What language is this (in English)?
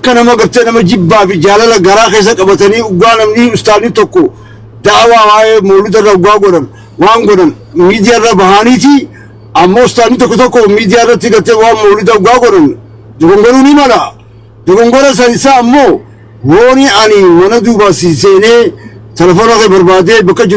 Oromo